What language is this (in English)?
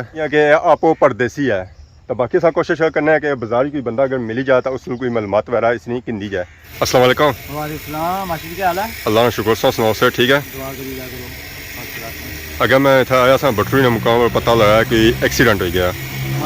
Pahari-Potwari